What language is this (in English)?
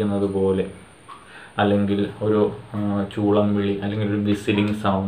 Malayalam